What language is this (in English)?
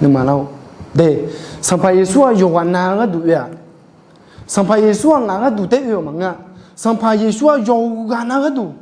Akha